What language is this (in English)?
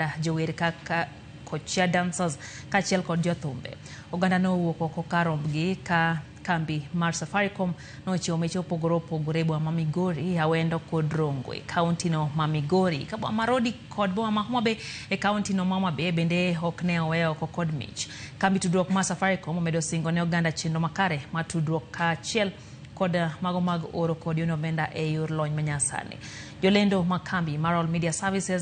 Luo (Kenya and Tanzania)